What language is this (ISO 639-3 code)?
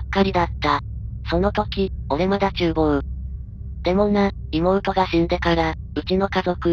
jpn